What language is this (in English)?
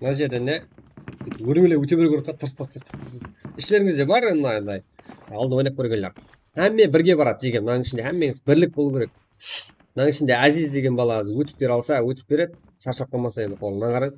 Kara-Kalpak